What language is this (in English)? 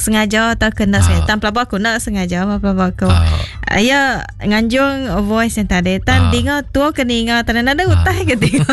Iban